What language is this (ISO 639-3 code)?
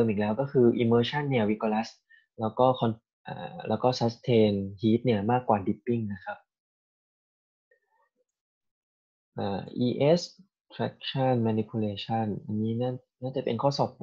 tha